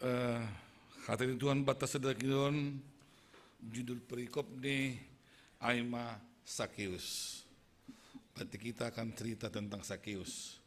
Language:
Batak Simalungun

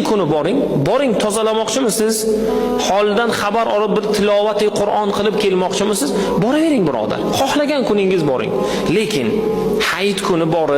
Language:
Uzbek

